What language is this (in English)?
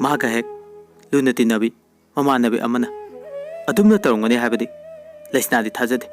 Manipuri